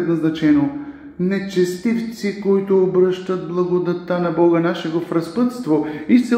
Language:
Bulgarian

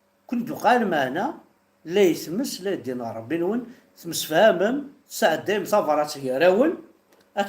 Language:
Kabyle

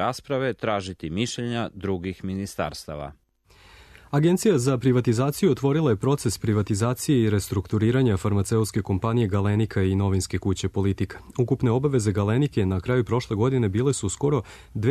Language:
Serbian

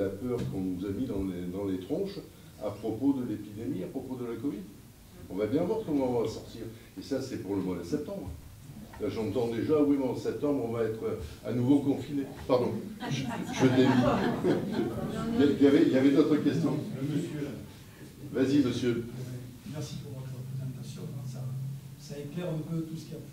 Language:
French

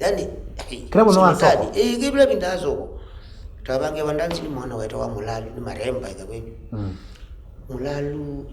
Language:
Kamba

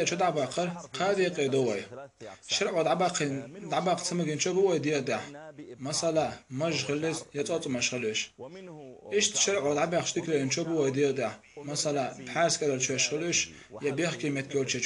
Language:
Chechen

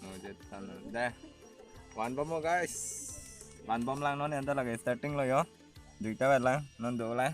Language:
Karbi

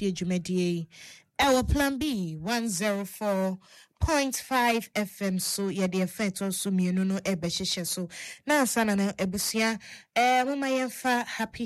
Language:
Akan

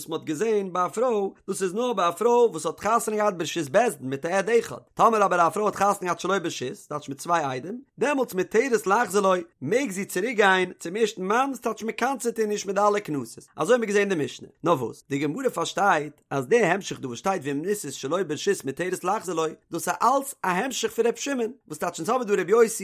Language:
Yiddish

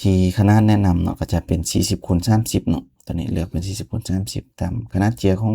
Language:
Lao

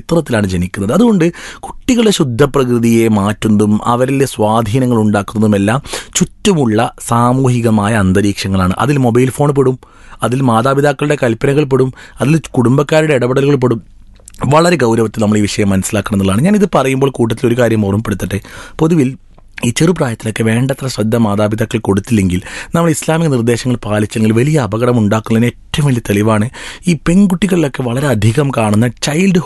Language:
Malayalam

